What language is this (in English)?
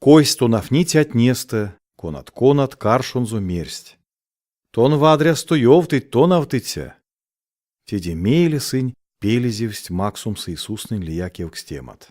Erzya